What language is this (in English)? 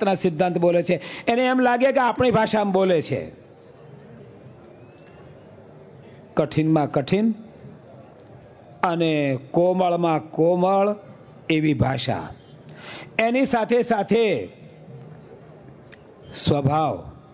Gujarati